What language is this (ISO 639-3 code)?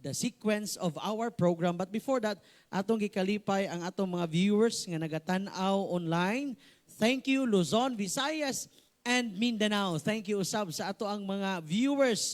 ceb